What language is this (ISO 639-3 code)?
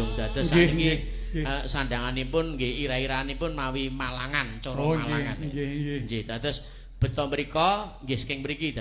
jav